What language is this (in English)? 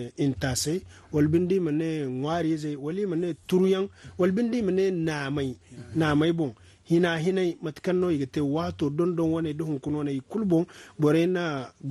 Zarma